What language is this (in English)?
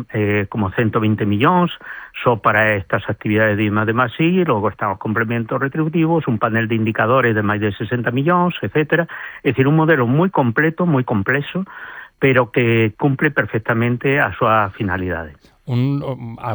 Galician